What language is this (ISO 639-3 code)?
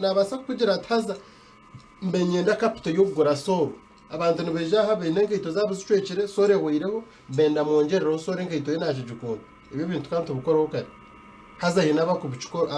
nyn